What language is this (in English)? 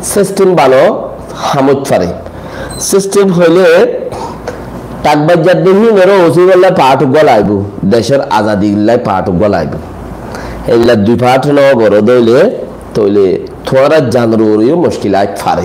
Rohingya